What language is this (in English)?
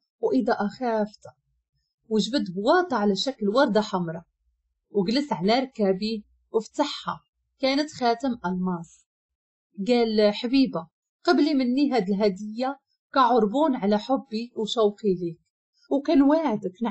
Moroccan Arabic